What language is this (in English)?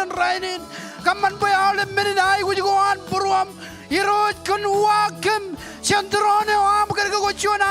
Marshallese